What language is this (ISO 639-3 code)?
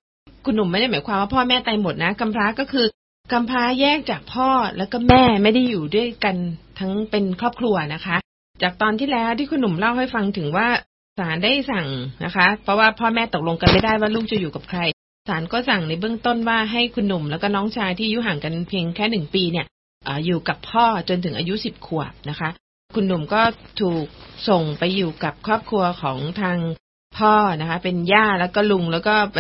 tha